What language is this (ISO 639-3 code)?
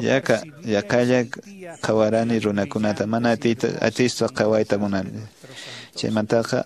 que